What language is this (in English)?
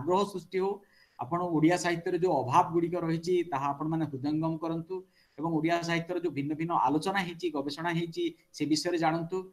Odia